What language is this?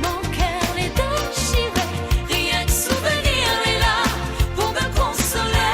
Morisyen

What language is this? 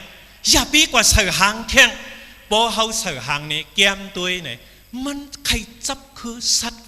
Shan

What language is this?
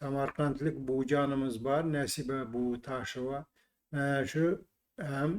Uzbek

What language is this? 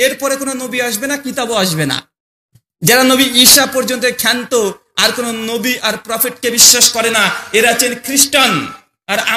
Bangla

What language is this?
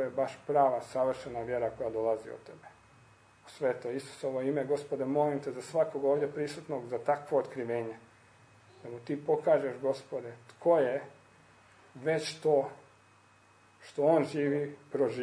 Croatian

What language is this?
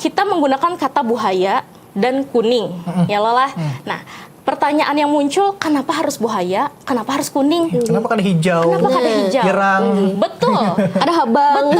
Banjar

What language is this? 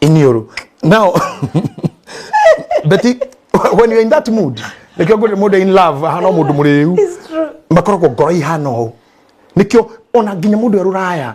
Kikuyu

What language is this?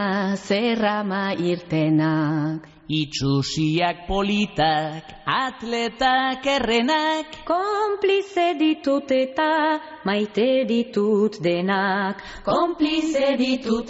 Basque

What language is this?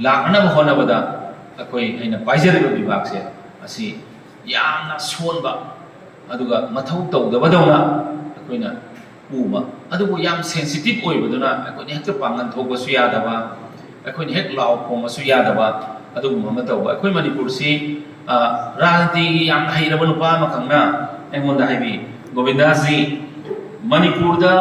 Manipuri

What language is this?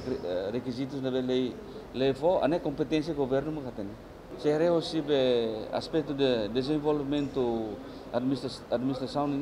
Tetum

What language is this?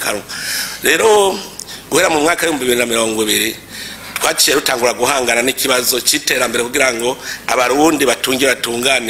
Rundi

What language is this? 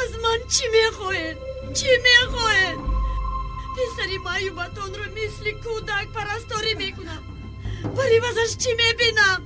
Tajik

